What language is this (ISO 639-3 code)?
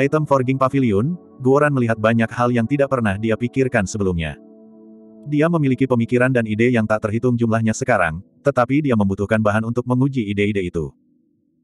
ind